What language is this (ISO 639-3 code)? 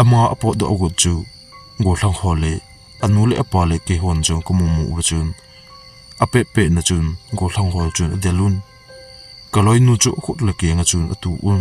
tcz